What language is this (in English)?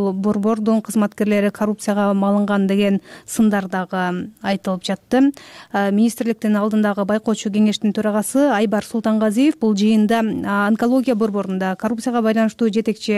Kyrgyz